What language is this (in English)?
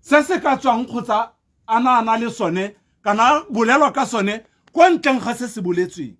Tswana